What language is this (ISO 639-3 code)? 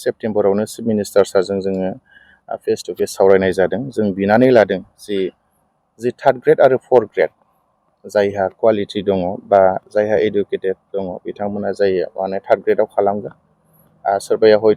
brx